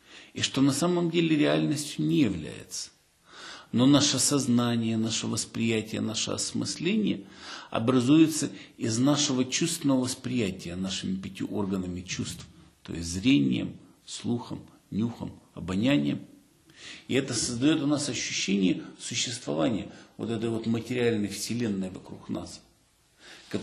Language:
Russian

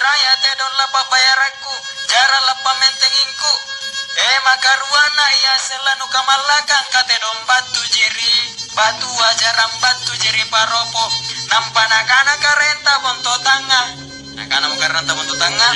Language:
Makasar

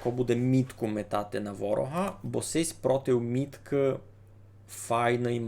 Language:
Rusyn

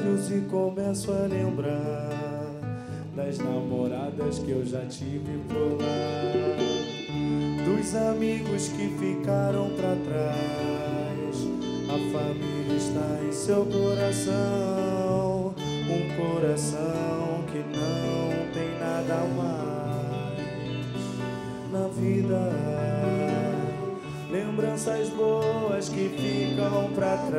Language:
Portuguese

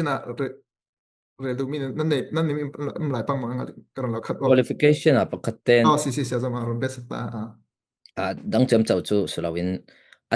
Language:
Falam Chin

